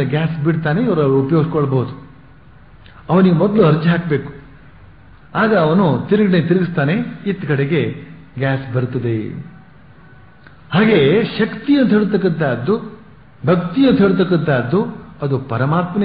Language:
Kannada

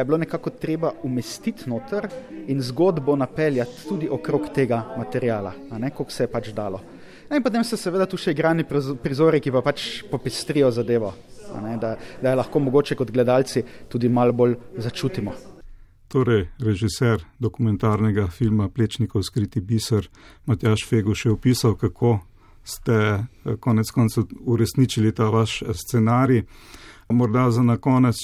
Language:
Slovenian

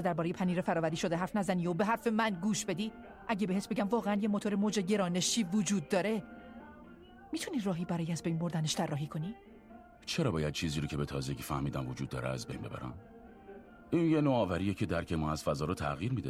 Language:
Persian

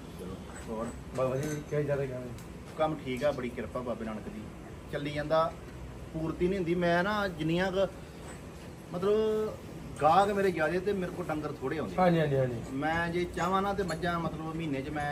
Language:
Punjabi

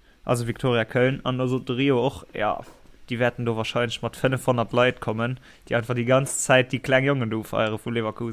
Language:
Luxembourgish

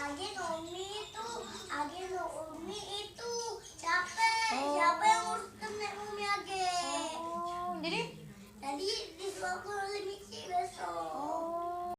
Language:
Musi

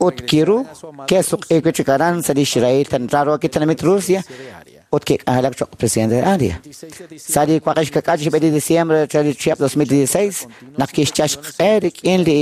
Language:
Kekchí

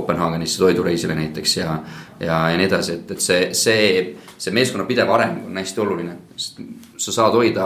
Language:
Estonian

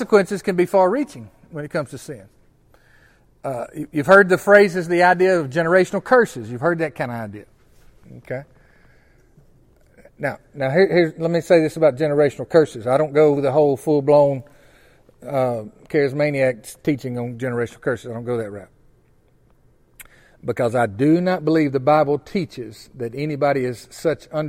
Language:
English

